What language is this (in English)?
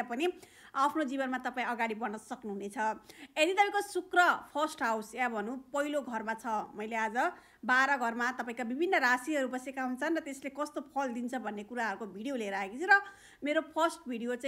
Nepali